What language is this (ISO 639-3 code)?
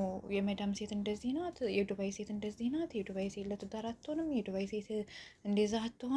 amh